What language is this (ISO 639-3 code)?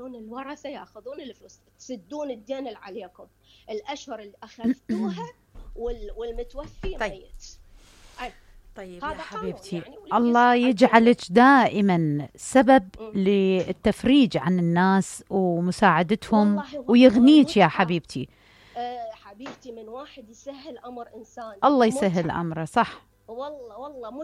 acm